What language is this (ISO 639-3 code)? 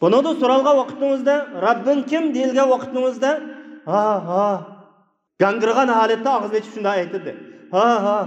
uig